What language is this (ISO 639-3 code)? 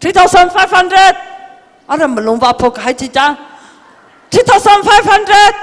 nmf